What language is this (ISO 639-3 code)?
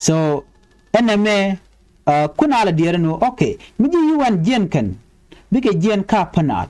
nus